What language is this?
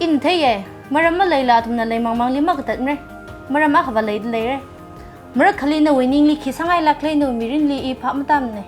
Tangkhul Naga (India)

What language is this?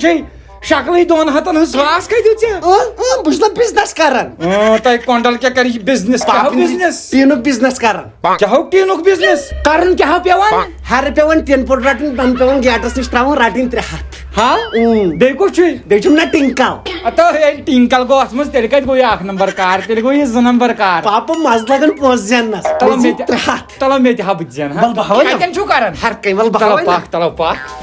Kashmiri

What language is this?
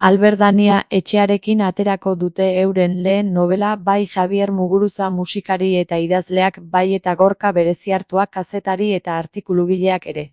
Basque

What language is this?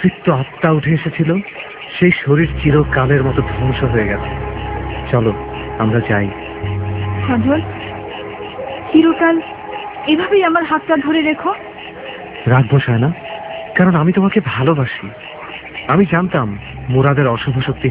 Bangla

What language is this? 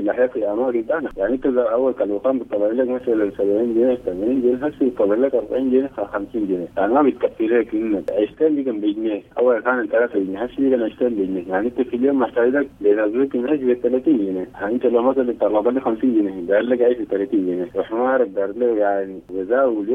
Sudanese Arabic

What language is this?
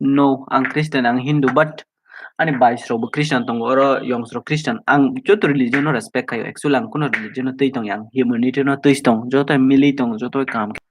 Kok Borok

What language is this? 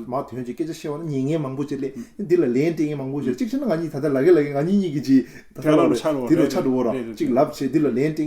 Tibetan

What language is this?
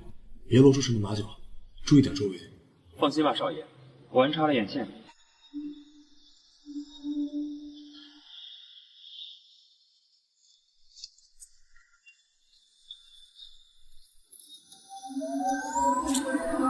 Chinese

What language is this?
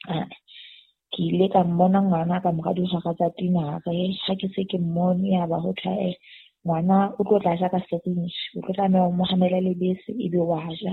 Southern Sotho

